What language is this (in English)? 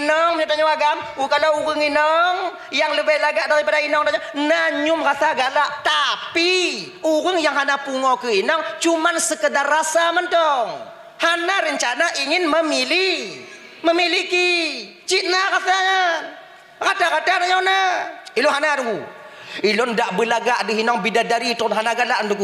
Achinese